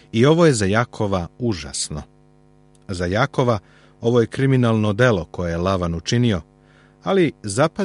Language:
Serbian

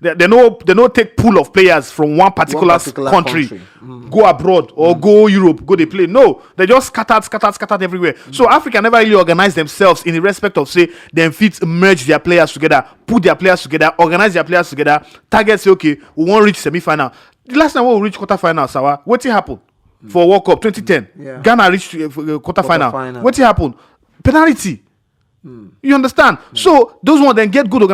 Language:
Nigerian Pidgin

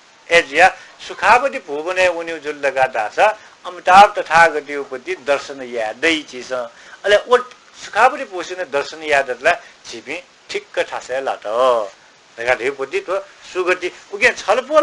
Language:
Newari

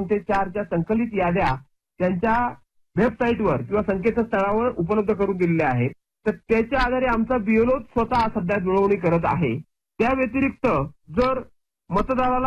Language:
Marathi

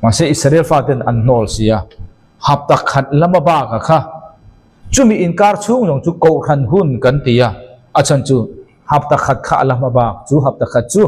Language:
Mizo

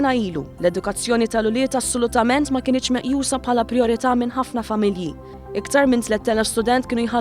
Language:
Maltese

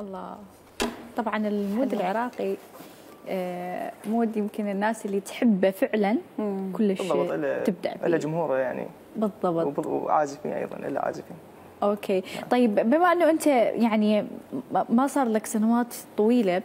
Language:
Mesopotamian Arabic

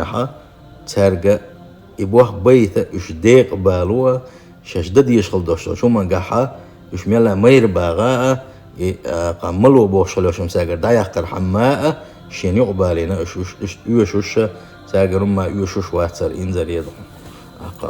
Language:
Chechen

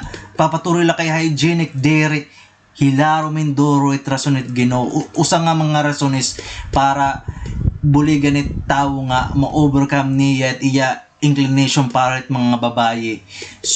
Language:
Waray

